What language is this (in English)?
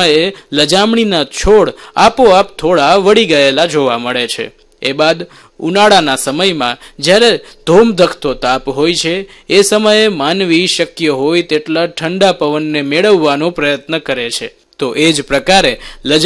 Gujarati